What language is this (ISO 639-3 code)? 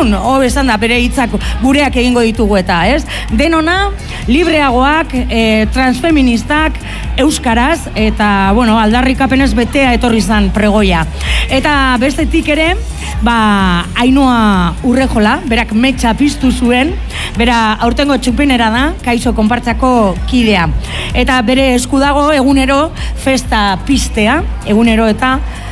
eus